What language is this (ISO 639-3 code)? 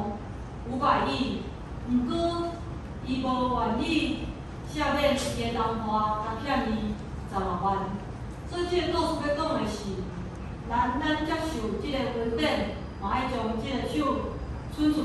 nan